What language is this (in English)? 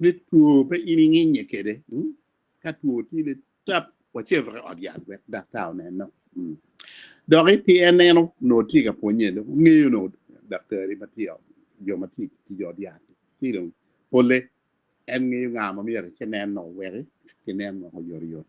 Acoli